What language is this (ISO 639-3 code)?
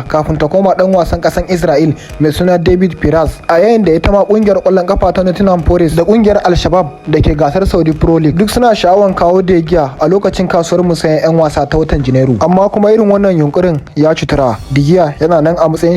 hau